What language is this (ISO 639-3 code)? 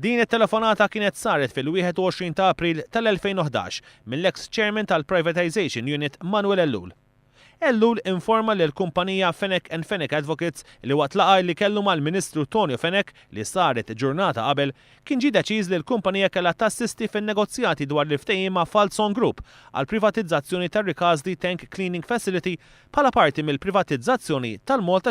mlt